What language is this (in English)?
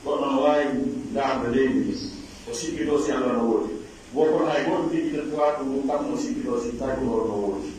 Pular